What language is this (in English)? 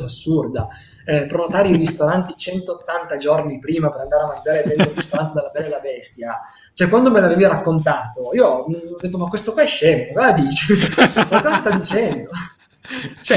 Italian